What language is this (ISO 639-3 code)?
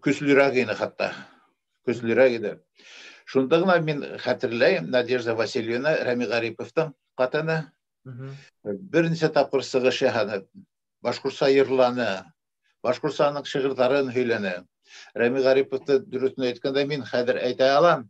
bak